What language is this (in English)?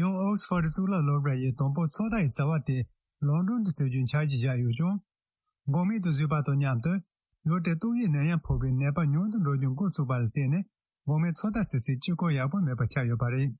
Tibetan